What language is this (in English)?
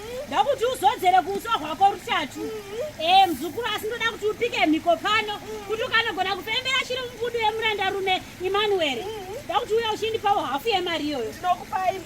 Shona